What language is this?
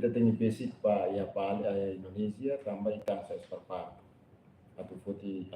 Tetum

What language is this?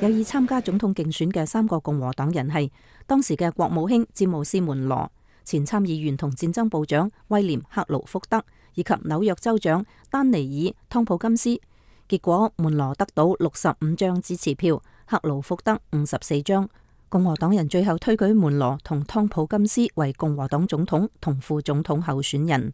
Cantonese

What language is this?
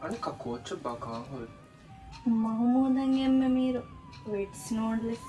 Divehi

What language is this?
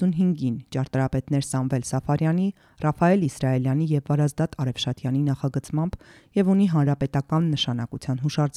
Armenian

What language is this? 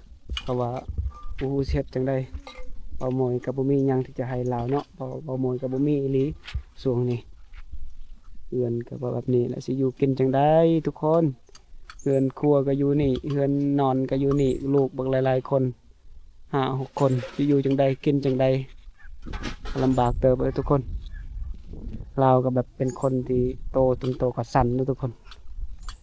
Lao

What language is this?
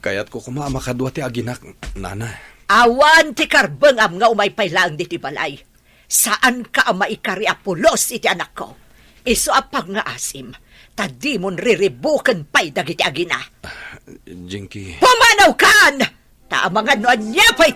Iloko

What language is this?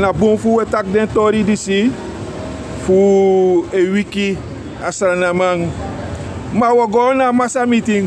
Sranan Tongo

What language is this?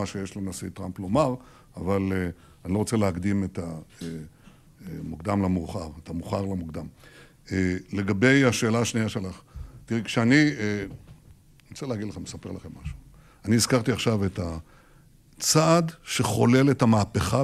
Hebrew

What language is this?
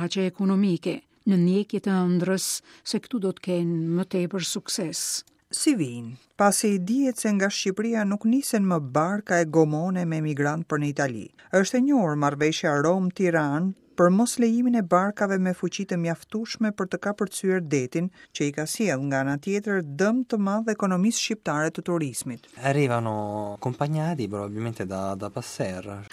Albanian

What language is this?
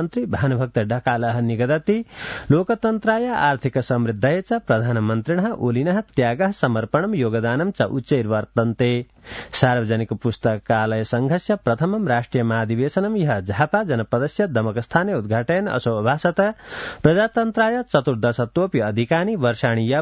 Sanskrit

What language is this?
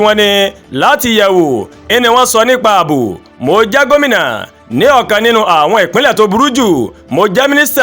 Yoruba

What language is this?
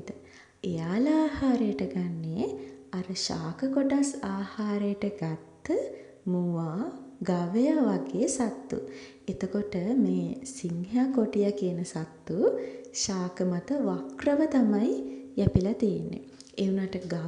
Sinhala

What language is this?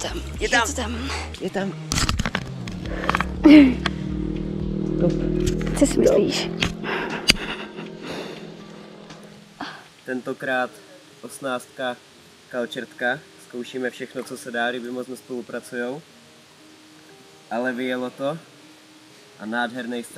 Czech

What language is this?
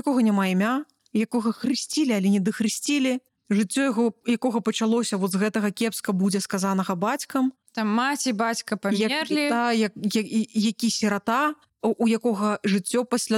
Belarusian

